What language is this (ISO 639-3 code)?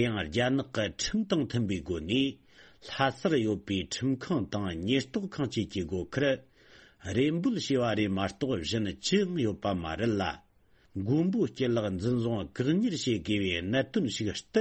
bod